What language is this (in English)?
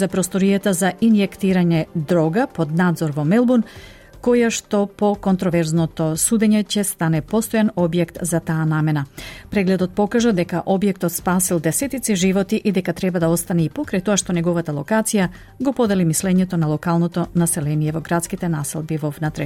Macedonian